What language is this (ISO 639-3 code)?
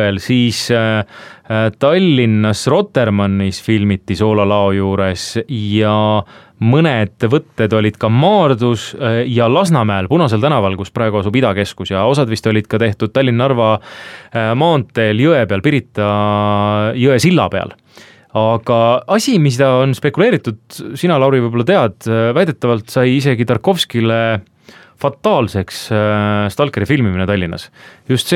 est